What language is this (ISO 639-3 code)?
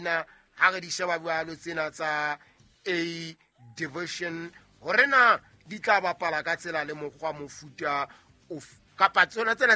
sot